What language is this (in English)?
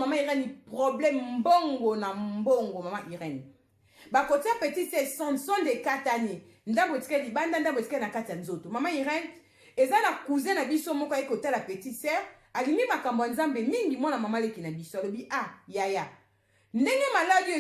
Lingala